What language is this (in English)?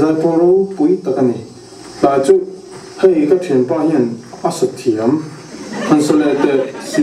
Mizo